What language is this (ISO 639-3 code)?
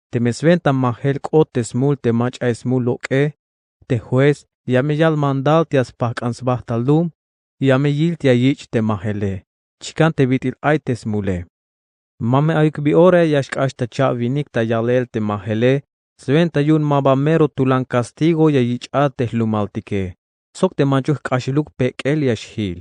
tzh